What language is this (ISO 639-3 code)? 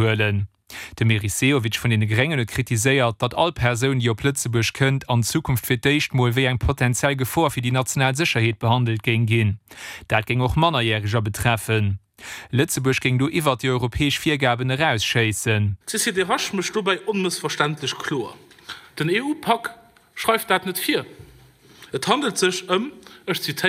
ltz